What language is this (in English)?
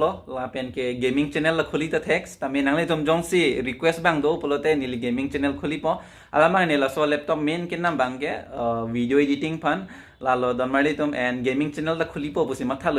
Karbi